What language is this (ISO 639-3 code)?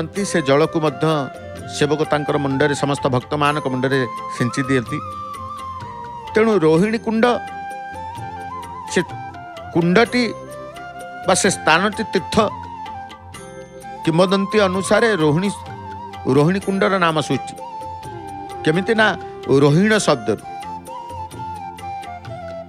ori